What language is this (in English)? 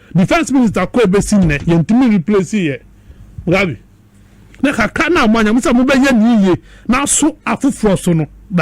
Akan